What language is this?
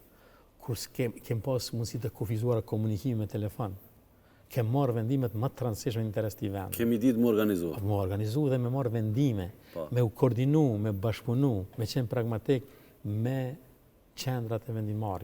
Albanian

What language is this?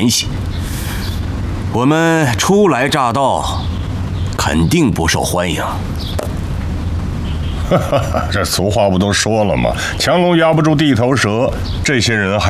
Chinese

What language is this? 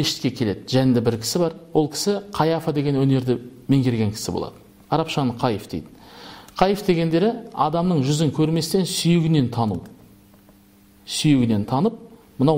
Kazakh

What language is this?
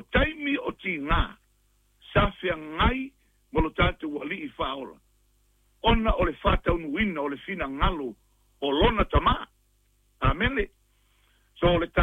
Samoan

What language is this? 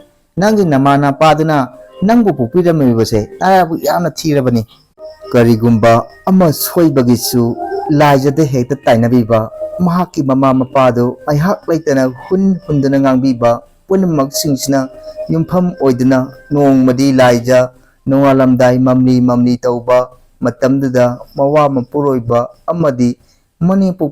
Manipuri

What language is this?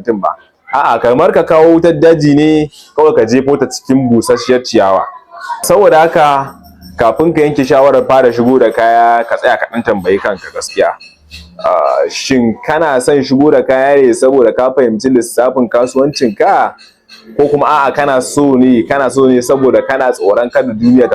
Hausa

